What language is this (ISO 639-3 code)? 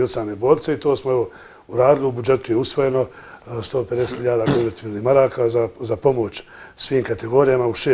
bos